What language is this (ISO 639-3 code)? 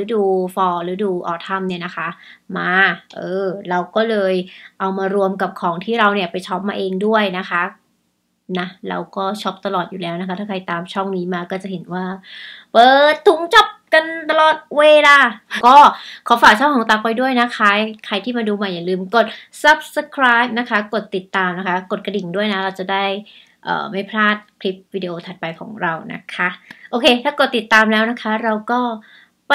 tha